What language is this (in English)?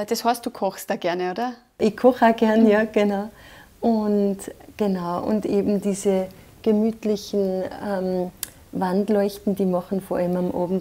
German